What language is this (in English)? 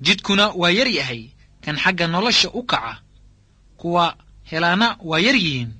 Somali